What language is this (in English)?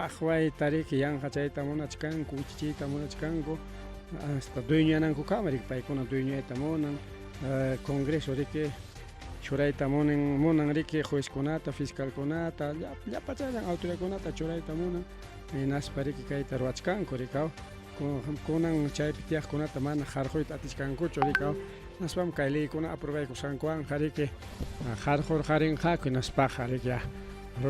Ayacucho Quechua